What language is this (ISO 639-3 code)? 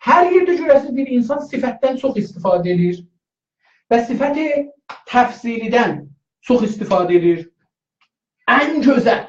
azb